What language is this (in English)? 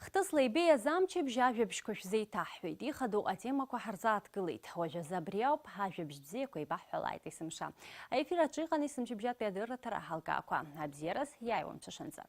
Abkhazian